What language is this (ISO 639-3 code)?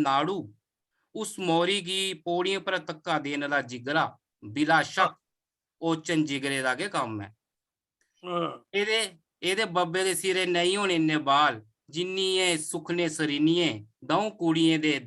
doi